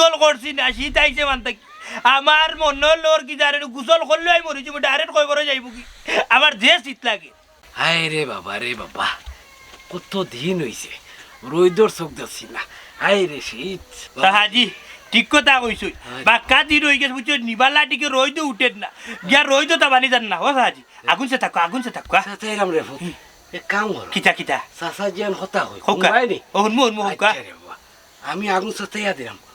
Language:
Sylheti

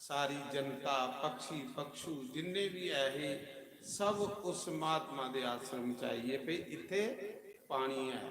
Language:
Dogri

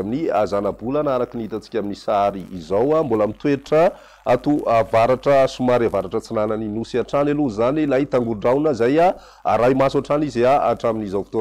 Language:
Malagasy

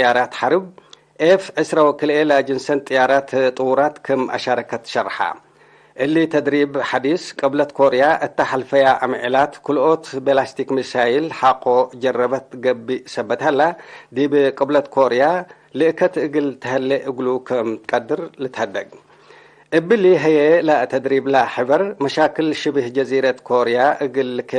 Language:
Tigre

